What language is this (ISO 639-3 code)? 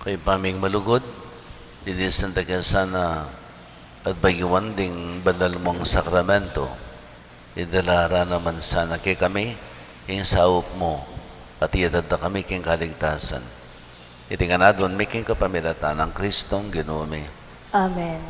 pam